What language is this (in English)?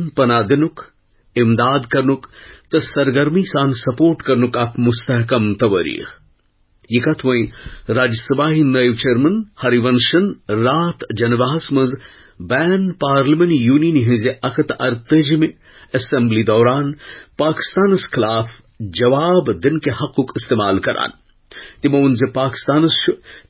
Kashmiri